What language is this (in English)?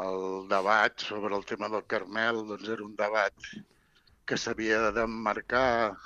Catalan